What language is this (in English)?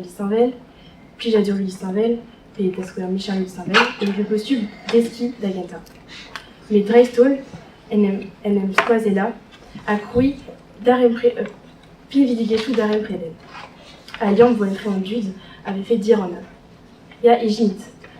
Breton